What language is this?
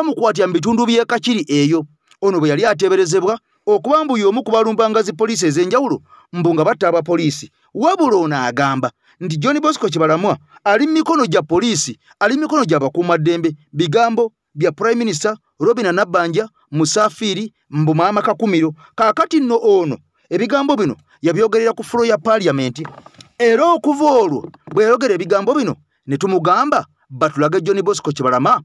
Ganda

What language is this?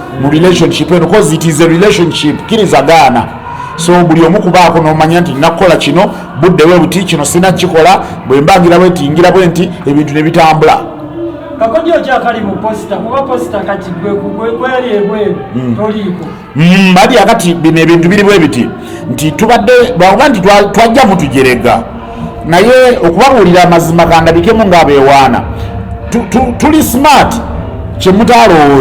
Ganda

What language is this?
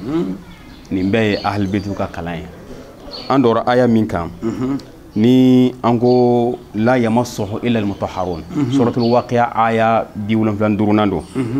Bambara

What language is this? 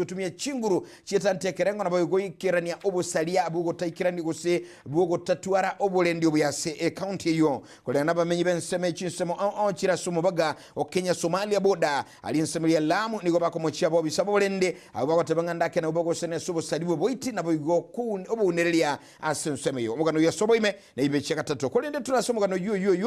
Gusii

